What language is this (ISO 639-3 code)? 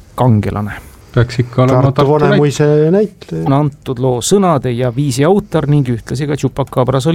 est